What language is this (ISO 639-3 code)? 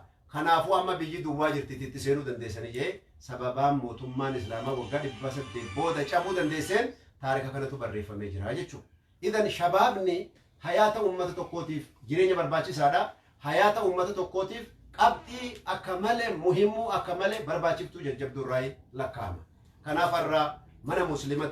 orm